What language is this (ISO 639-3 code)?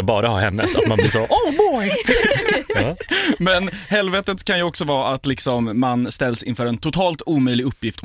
swe